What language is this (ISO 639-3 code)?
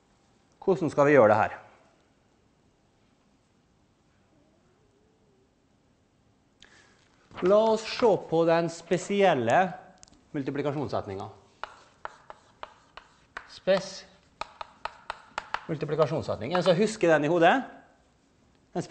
nor